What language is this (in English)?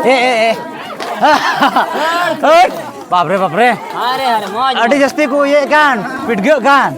Santali